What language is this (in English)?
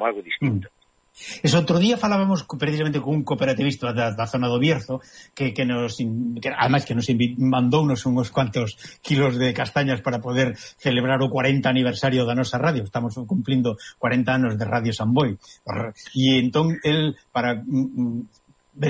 Galician